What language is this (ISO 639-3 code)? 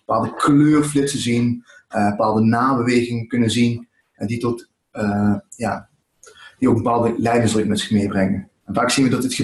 nld